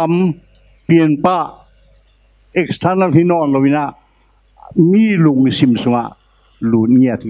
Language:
Tedim Chin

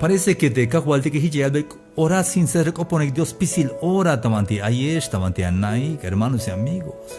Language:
Tzeltal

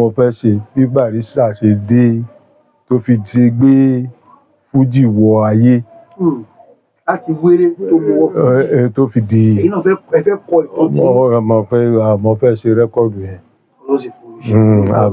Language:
Yoruba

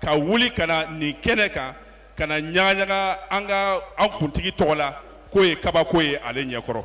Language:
Bambara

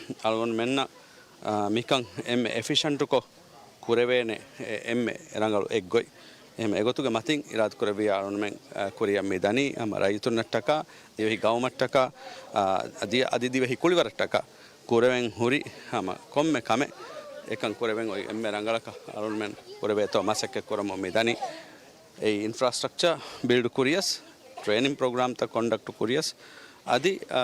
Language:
Divehi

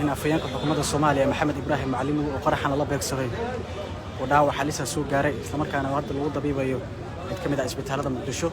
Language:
Somali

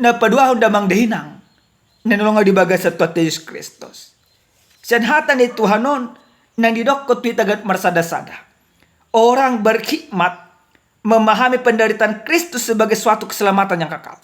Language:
Batak Toba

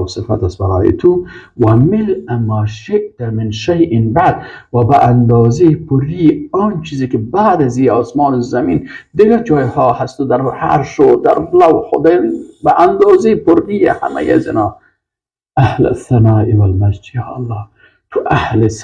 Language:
Persian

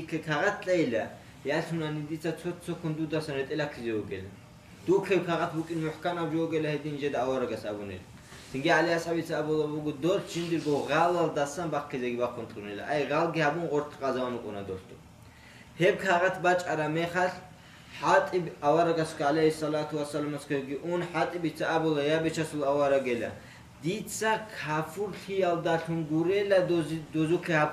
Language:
Avaric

